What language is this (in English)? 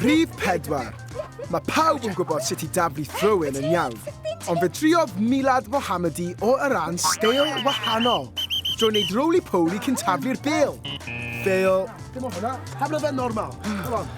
Welsh